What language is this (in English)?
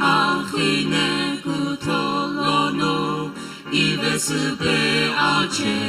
Sumi Naga